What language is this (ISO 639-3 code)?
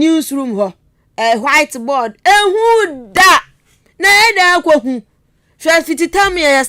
aka